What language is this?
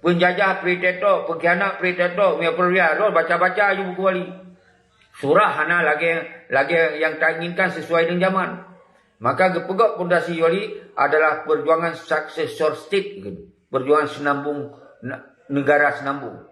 Achinese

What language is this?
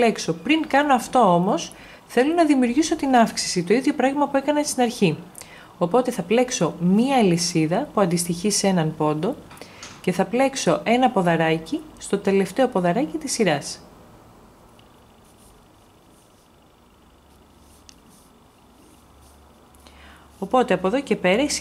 Greek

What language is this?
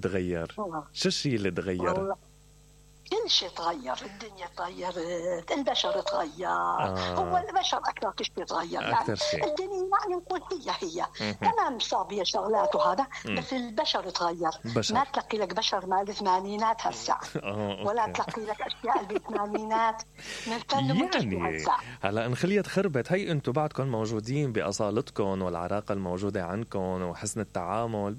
Mesopotamian Arabic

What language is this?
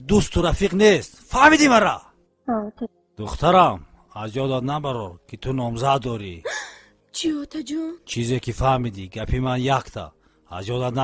Tajik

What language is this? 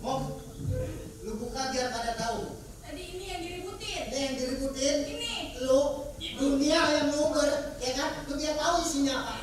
Betawi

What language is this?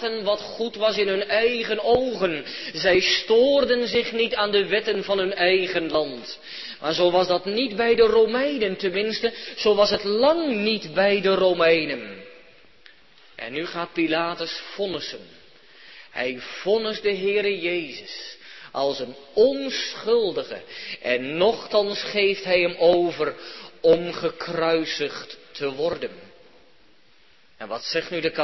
Dutch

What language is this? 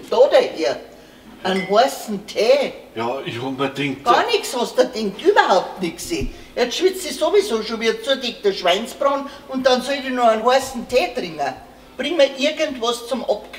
Bavarian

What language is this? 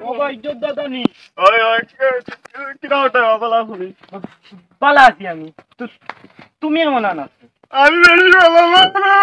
Sylheti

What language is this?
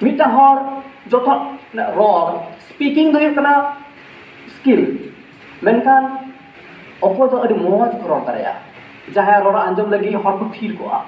Santali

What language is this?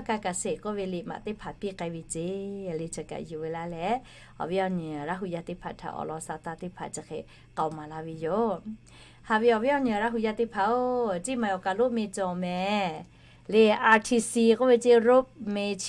Lahu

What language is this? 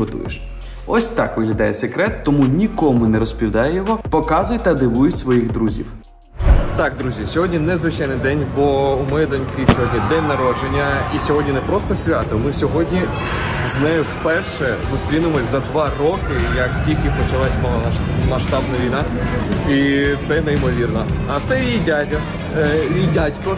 Ukrainian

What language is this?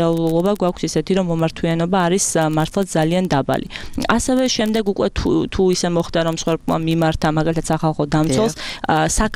Georgian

